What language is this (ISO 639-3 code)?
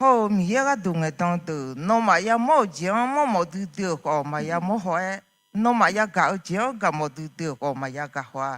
ahk